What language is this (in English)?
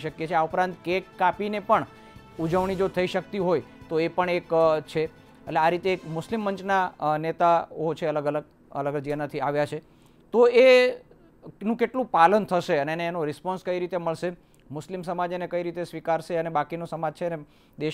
Gujarati